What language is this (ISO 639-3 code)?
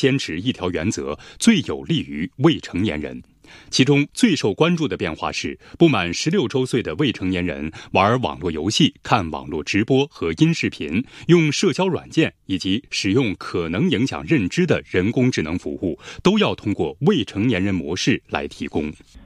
zho